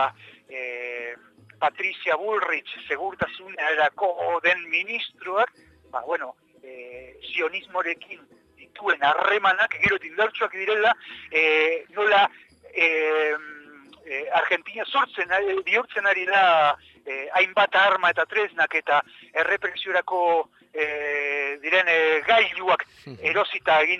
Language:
Basque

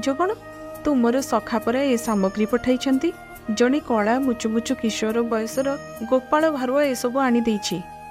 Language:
Odia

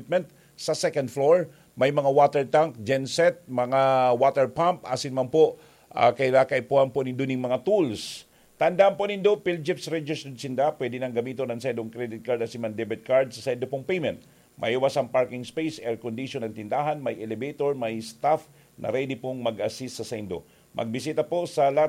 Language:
Bikol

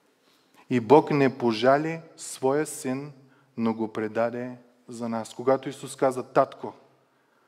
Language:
Bulgarian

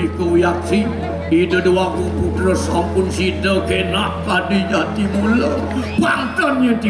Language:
Balinese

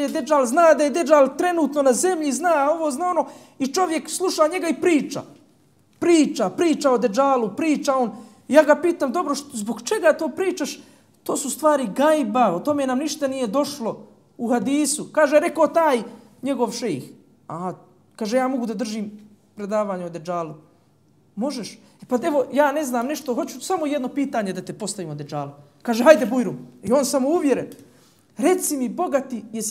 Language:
Bosnian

